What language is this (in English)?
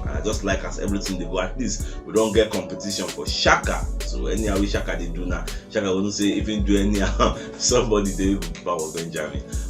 Nigerian Pidgin